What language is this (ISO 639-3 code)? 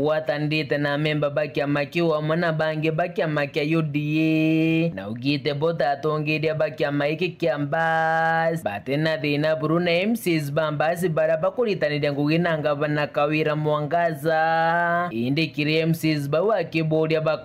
mer